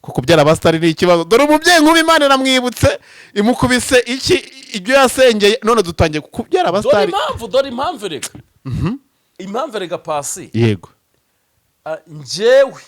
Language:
Kinyarwanda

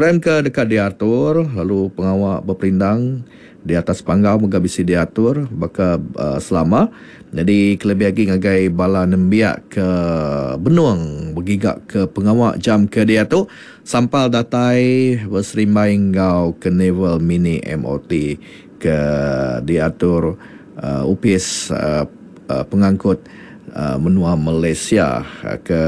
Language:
Iban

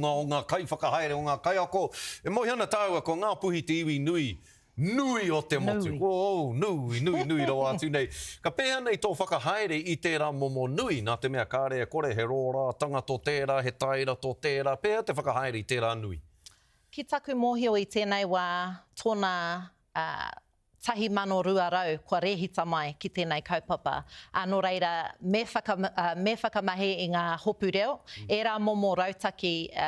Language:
Māori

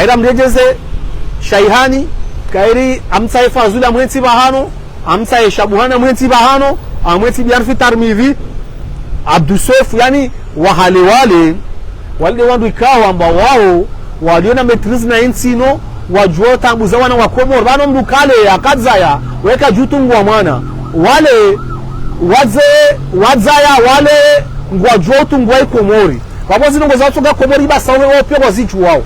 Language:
Ngazidja Comorian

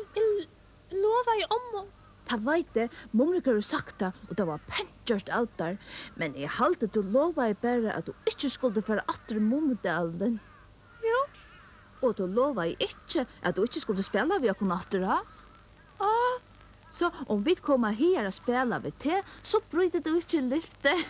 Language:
Faroese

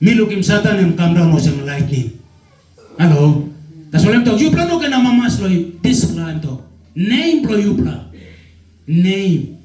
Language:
Tok Pisin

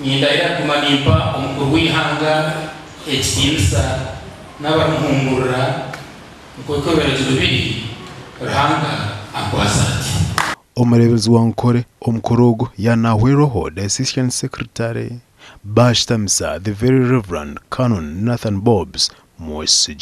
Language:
Nyankole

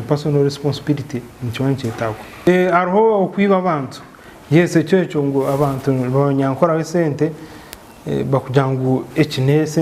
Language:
Nyankole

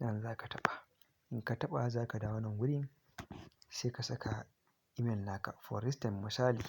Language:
Hausa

